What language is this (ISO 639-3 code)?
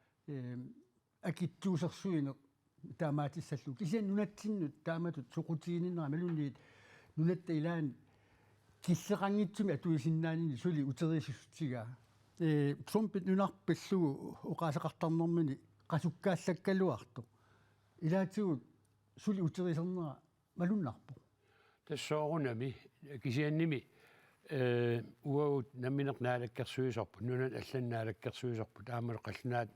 kal